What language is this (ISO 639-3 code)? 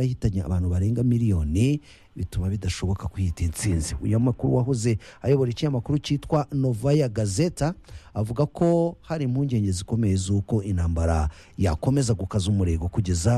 kin